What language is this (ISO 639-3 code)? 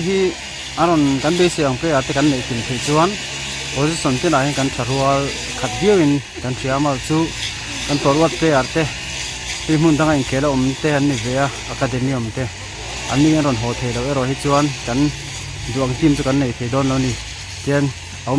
lus